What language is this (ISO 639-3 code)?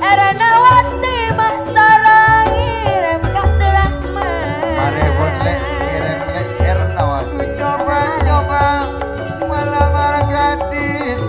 mad